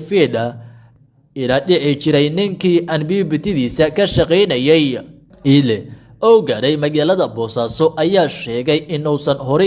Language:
Somali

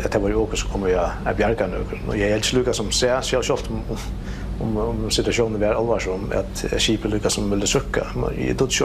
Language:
Faroese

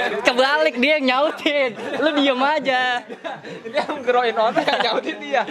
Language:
Betawi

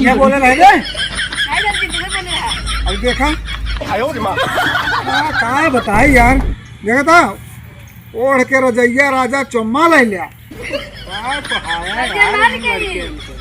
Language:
Awadhi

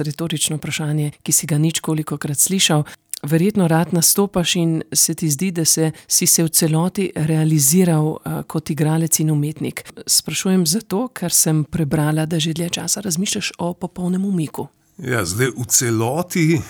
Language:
Slovenian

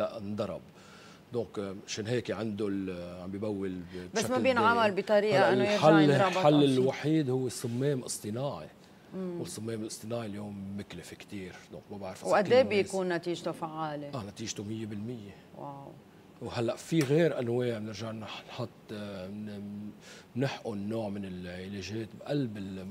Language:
North Levantine Arabic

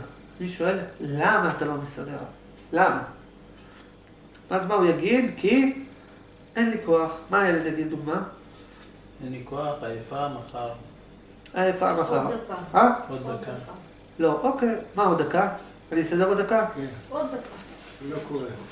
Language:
Hebrew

